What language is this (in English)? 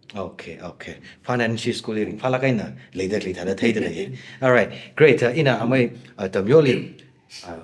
Tangkhul Naga (India)